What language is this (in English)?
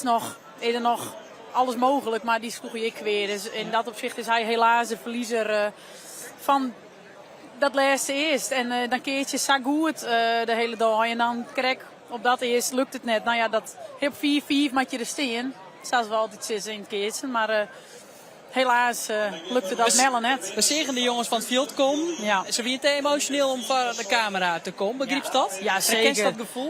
Western Frisian